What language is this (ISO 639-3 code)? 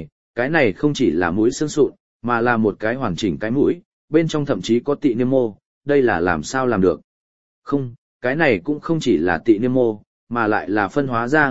vie